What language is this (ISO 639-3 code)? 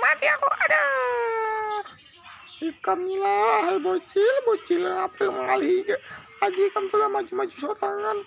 bjn